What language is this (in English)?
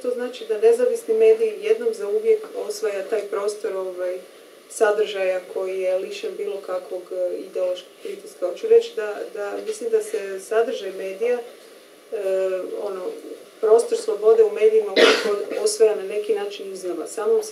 Croatian